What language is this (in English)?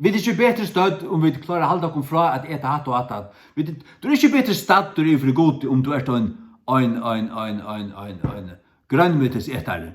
Faroese